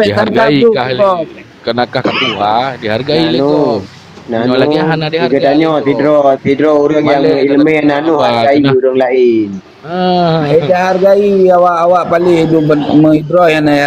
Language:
Achinese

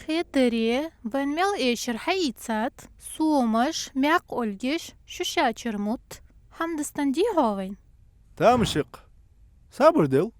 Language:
Ingush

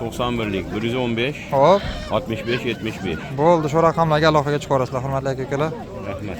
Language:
Uzbek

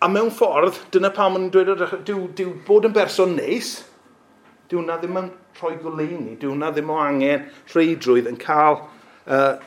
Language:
Welsh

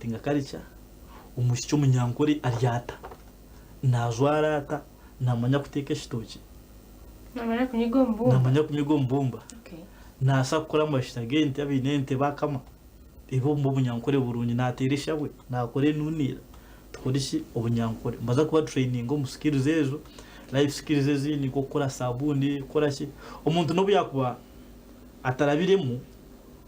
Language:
Nyankole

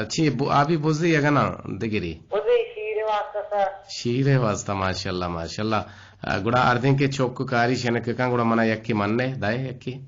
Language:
Eastern Balochi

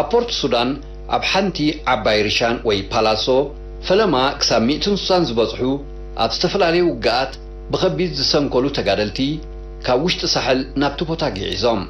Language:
Tigrinya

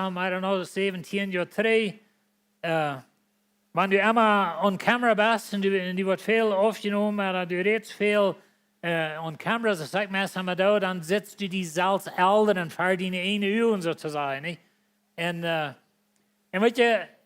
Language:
Plautdietsch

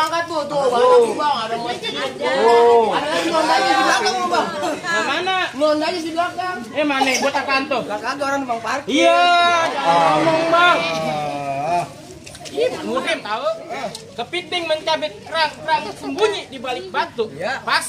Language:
Betawi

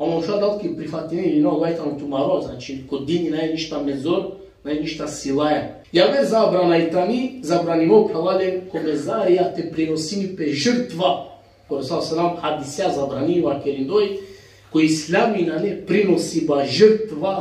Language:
Balkan Romani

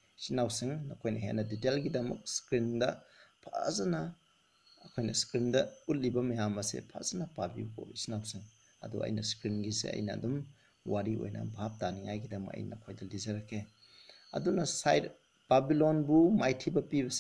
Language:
Manipuri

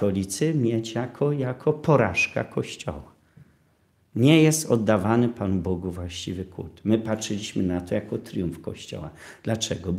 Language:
Polish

